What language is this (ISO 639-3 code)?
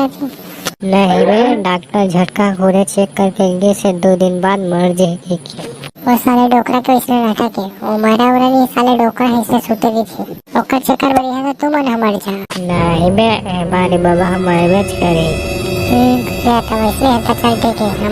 hne